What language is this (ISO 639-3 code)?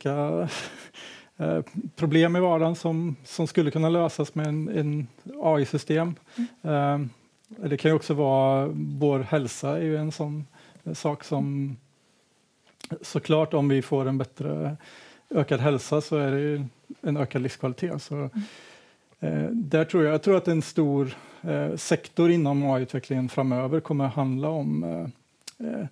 swe